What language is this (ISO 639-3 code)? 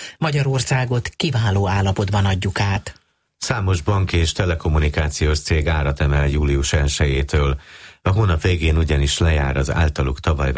hun